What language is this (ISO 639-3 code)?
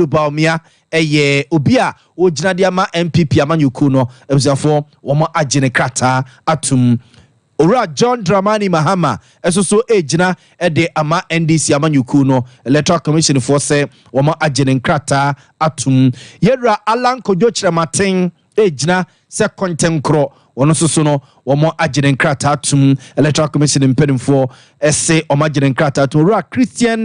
aka